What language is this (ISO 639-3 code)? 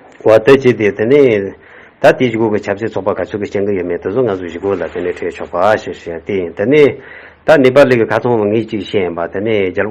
bod